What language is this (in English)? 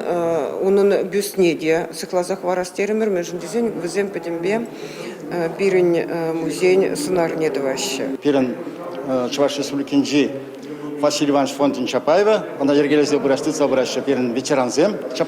Chuvash